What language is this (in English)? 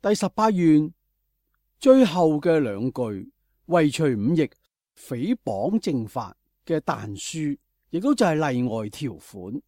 Cantonese